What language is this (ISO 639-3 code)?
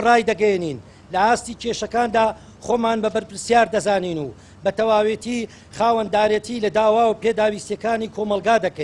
ckb